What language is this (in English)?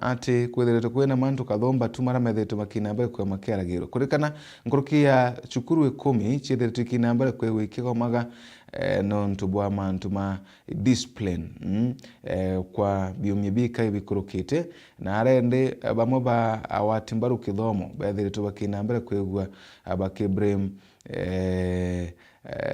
Meru